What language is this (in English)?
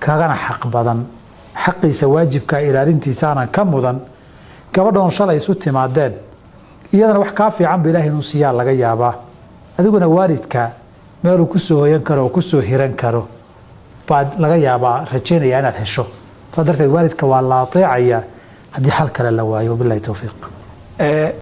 Somali